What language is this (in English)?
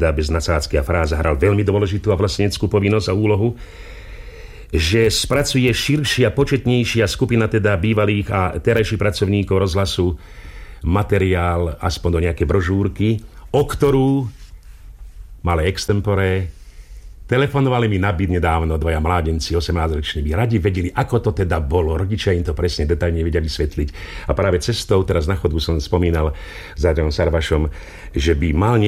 Slovak